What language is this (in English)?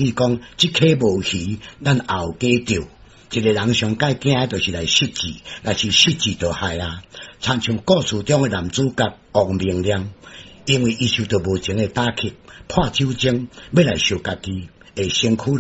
Min Nan Chinese